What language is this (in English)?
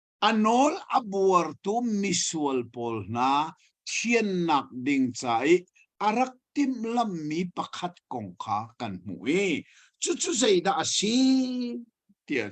Hakha Chin